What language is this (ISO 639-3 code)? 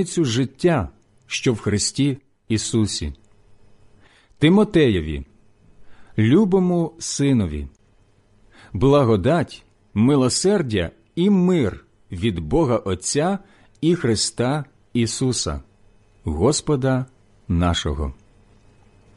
ukr